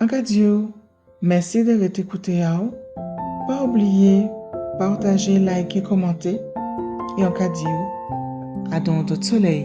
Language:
Guadeloupean Creole French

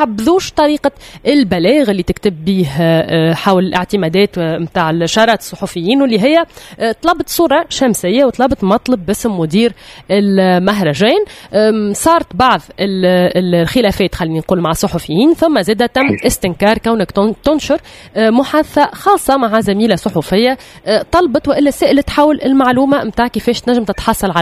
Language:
Tunisian Arabic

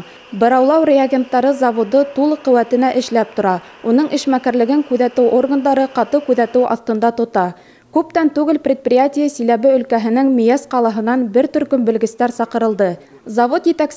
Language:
Bashkir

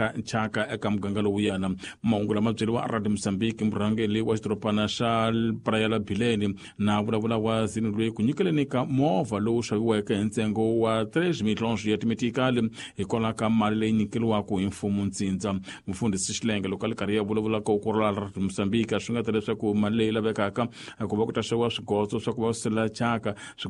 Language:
Tsonga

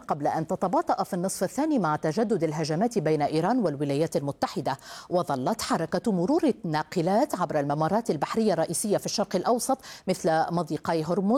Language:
Arabic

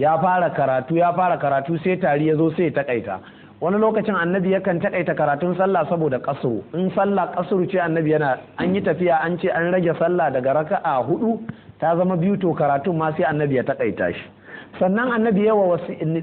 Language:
Hausa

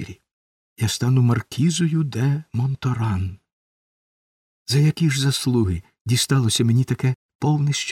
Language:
Ukrainian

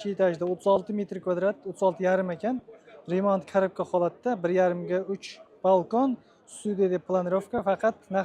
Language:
Uzbek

